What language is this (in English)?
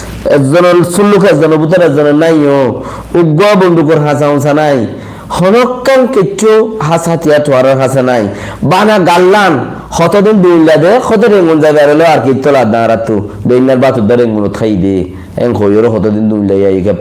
Rohingya